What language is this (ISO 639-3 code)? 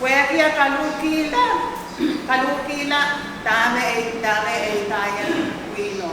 pon